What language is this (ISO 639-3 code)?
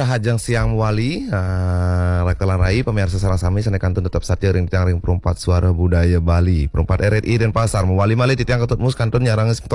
ban